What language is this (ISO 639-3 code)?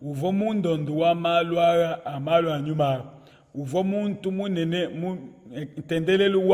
lua